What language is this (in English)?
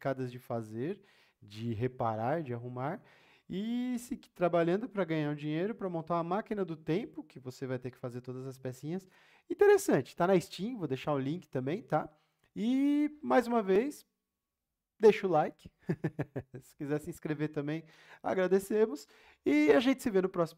Portuguese